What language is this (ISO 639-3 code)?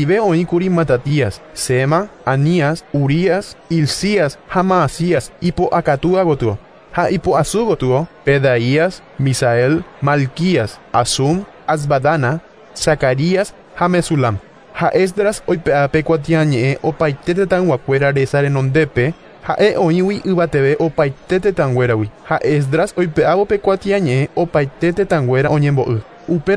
grn